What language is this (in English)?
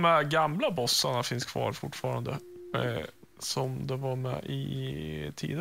Swedish